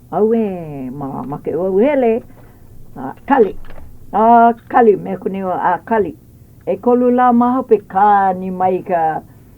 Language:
Hawaiian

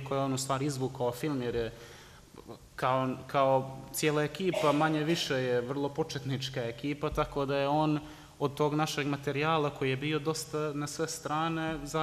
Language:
Serbian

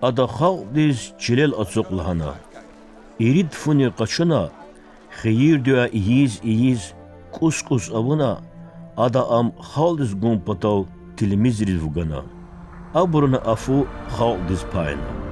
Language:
Lezghian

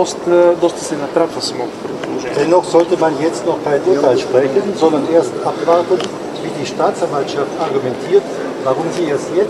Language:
Bulgarian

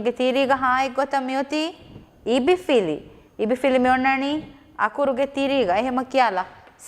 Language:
Divehi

